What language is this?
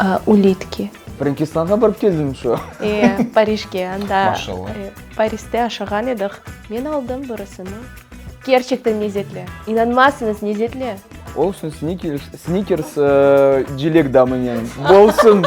Crimean Tatar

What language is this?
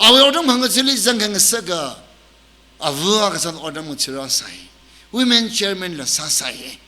Tangkhul Naga (India)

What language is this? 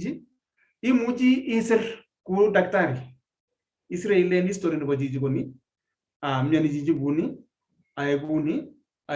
Kalenjin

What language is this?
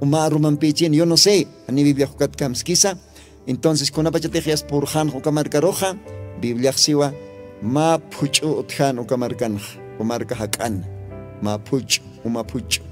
Aymara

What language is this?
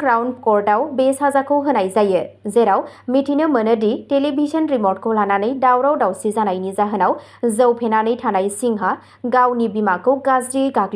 Bodo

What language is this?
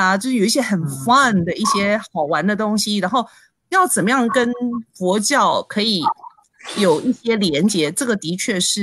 Chinese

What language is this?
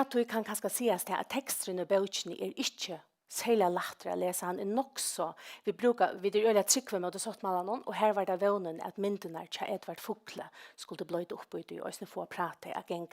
Faroese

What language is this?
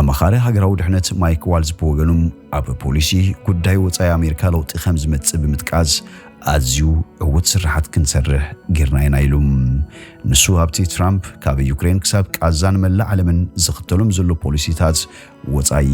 Tigrinya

